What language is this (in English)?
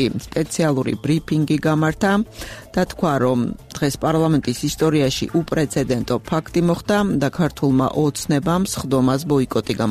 Georgian